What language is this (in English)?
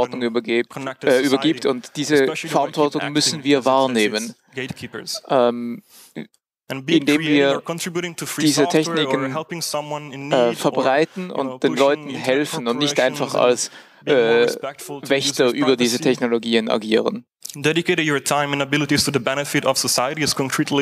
German